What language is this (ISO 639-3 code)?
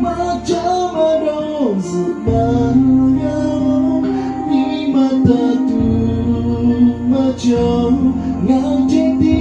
lhu